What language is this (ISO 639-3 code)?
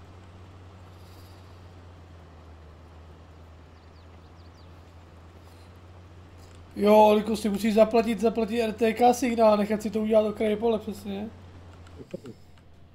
ces